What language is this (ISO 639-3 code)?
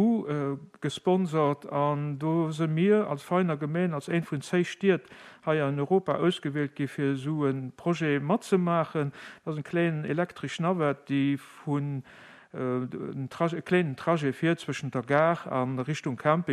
ltz